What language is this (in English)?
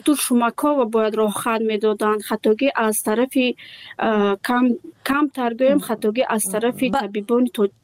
Tajik